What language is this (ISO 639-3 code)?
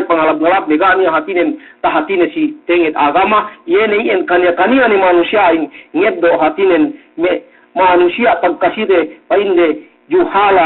yka